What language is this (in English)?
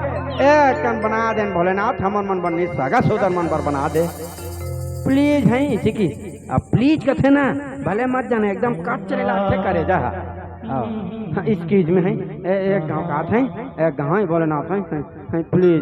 Chhattisgarhi